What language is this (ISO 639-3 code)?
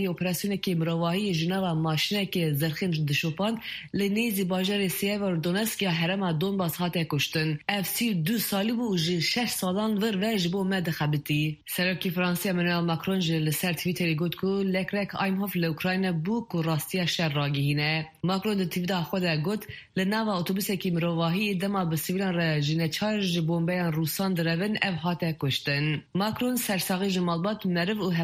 kur